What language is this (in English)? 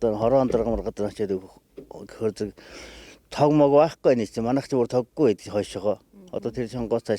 Mongolian